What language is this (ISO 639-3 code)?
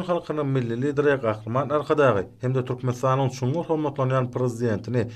tuk